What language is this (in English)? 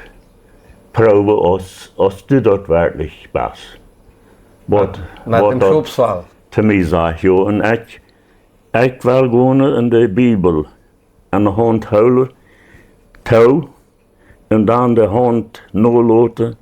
Plautdietsch